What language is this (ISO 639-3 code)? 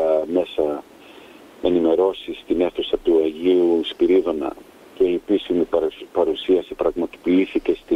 ell